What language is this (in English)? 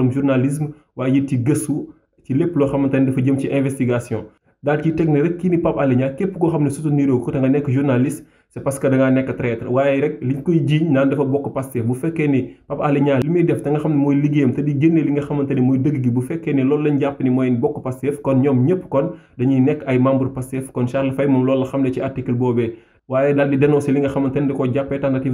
Wolof